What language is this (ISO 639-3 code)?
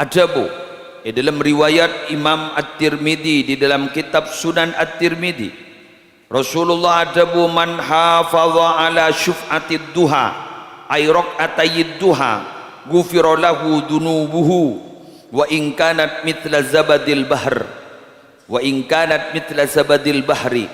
mad